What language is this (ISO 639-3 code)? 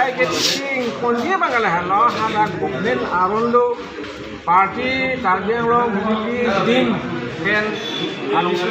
mjw